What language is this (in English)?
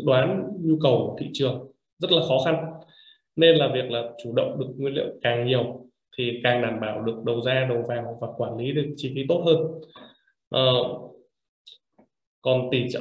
Vietnamese